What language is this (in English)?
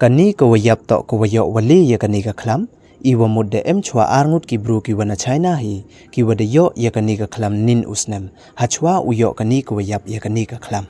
Pnar